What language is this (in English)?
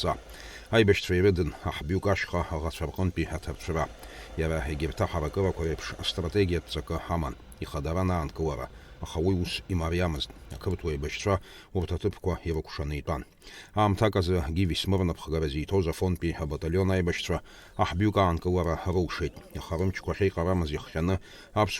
Abkhazian